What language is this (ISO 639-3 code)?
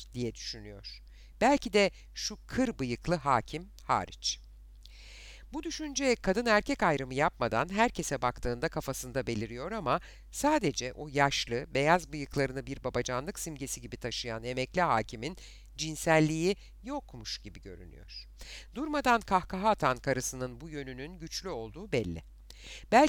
tur